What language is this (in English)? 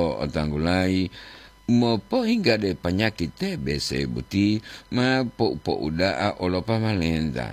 Gorontalo